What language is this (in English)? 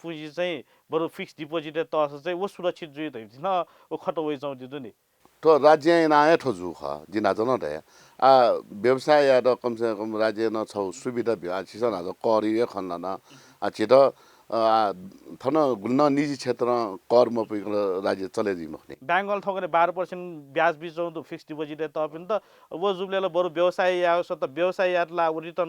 Newari